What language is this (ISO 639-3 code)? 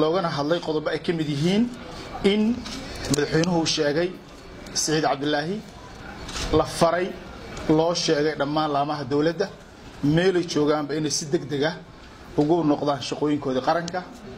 som